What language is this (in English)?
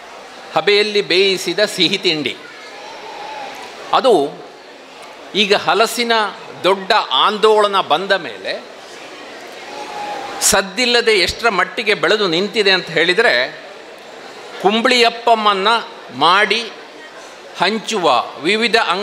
Kannada